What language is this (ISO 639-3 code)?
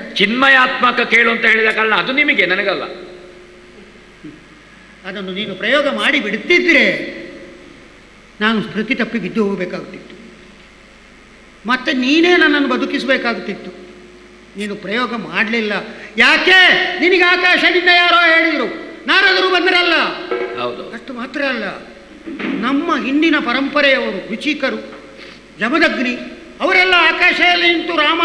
kan